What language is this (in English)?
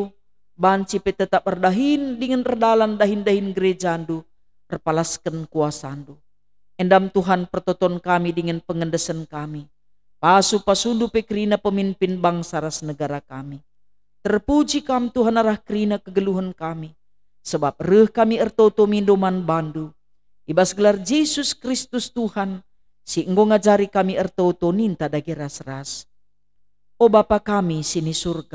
Batak Karo